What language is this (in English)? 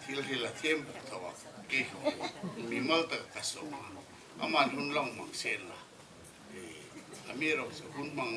Hmar